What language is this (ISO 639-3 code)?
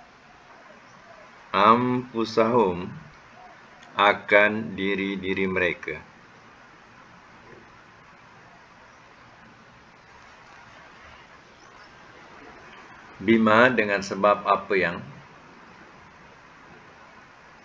msa